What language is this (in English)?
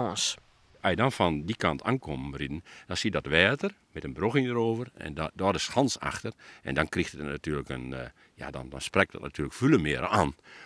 Western Frisian